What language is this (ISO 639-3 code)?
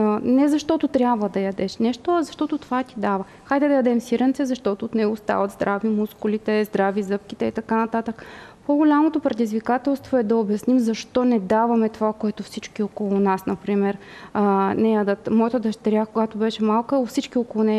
bul